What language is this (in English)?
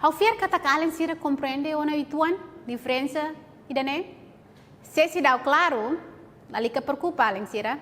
Tetum